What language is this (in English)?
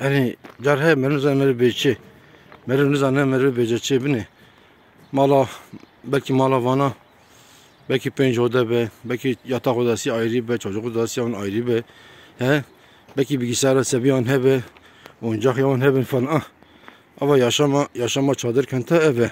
Kurdish